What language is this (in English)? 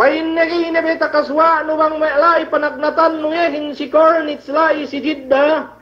Yakan